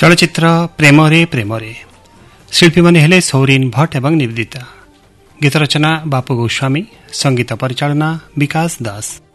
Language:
Odia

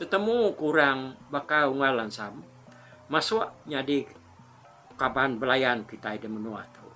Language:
Iban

